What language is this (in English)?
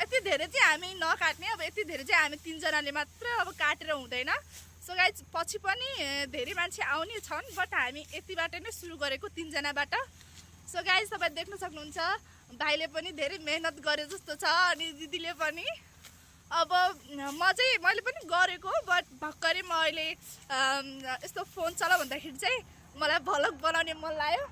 Nepali